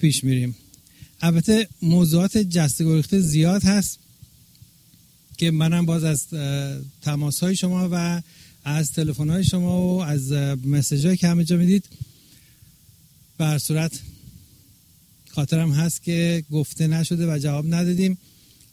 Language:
Persian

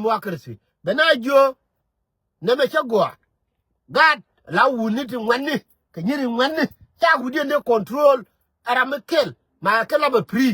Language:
Nuer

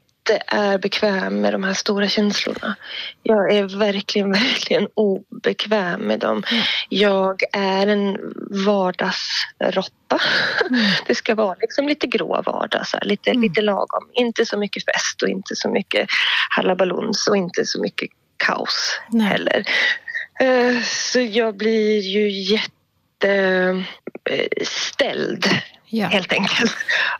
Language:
Swedish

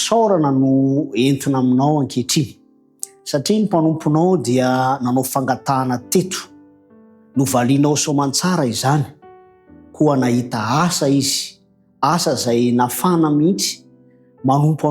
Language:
Malagasy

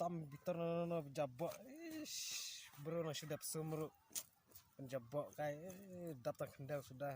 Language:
Khasi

